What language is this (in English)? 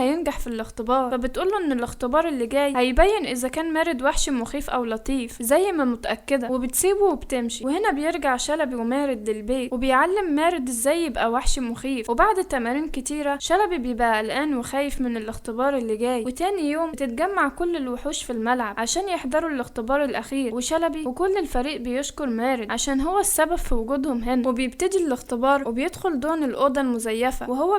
Egyptian Arabic